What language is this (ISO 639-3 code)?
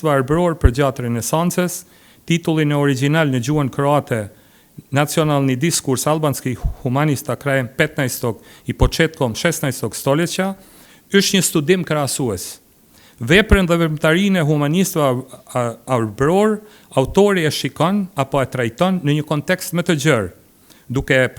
sqi